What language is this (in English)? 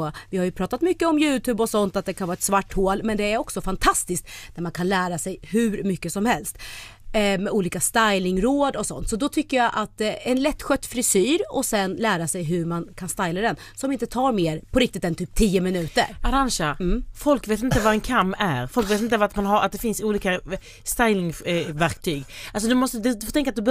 Swedish